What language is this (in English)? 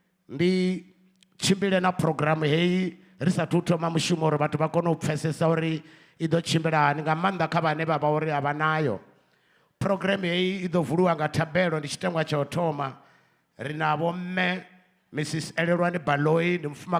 Venda